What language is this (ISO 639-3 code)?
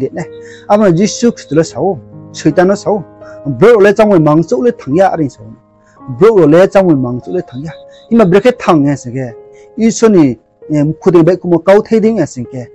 ria